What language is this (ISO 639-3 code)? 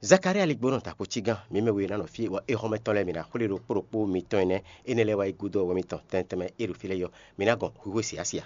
fon